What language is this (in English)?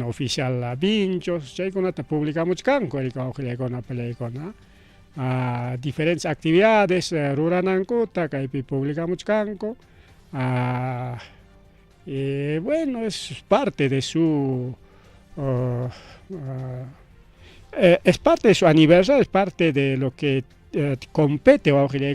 Ayacucho Quechua